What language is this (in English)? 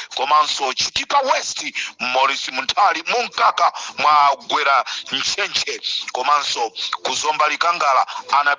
Nyanja